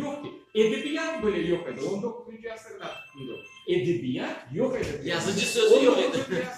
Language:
Crimean Tatar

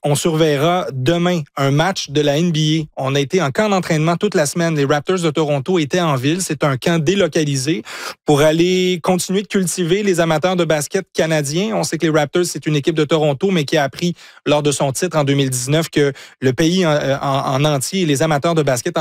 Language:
French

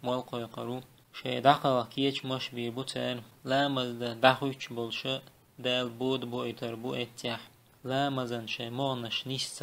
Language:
Chechen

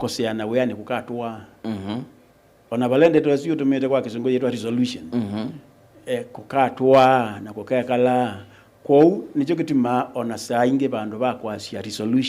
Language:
Kamba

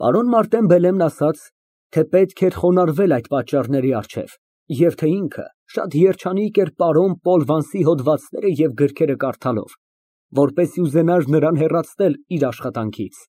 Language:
Armenian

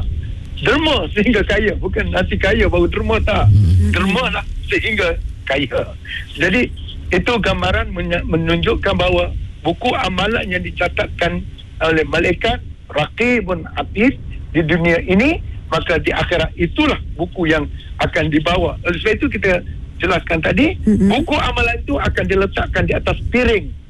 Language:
Malay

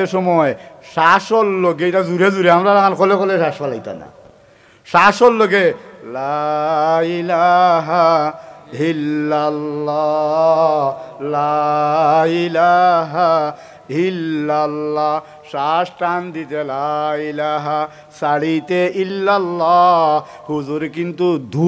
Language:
Sylheti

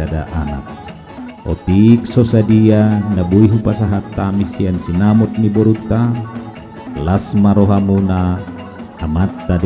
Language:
Batak Toba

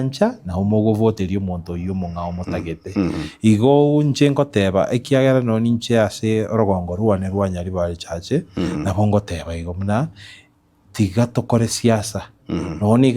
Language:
Gusii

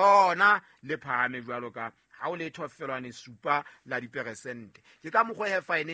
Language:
Southern Sotho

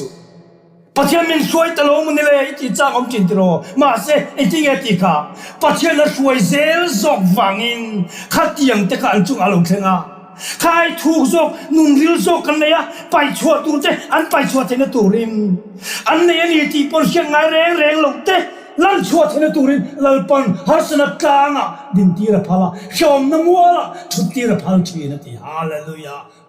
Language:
Mizo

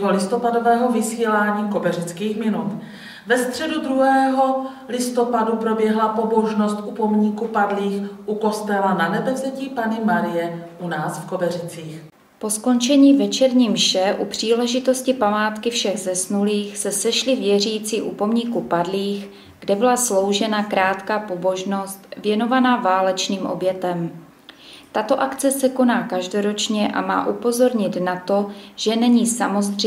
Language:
Czech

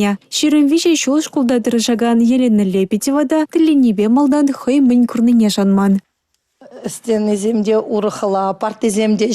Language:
Chuvash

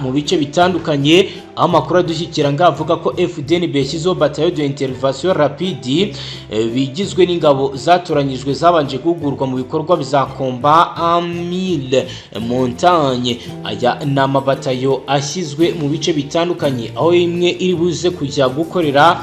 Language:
Kinyarwanda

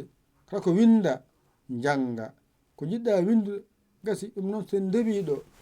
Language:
Fula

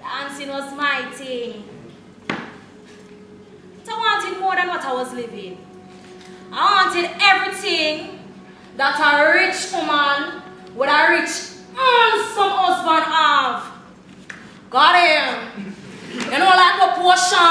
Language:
Jamaican Creole English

